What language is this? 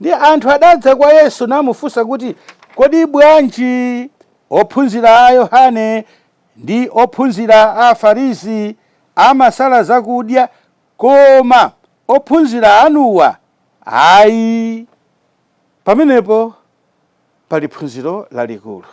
Nyanja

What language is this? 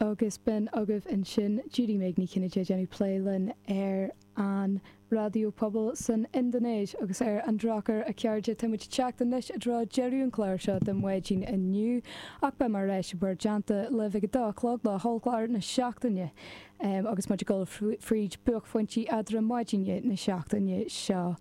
Irish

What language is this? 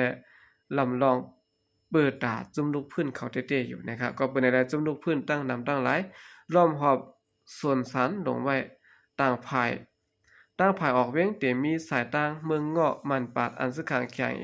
Shan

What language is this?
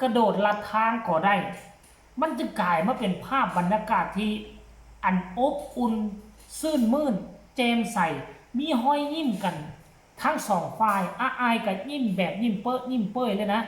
Northeastern Thai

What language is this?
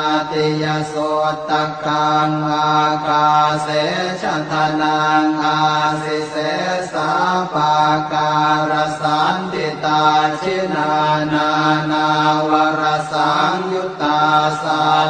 Pali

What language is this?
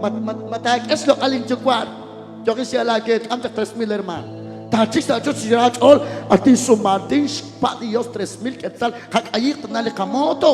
Kekchí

